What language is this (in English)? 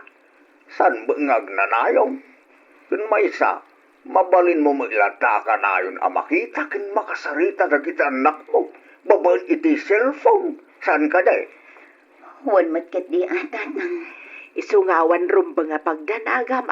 Iloko